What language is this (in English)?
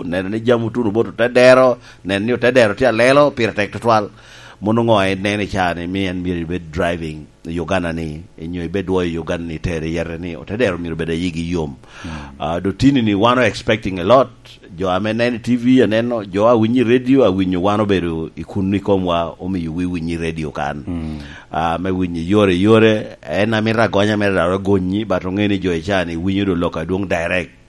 Lango (Uganda)